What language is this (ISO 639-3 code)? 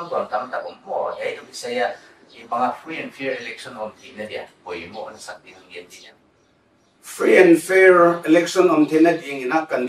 pck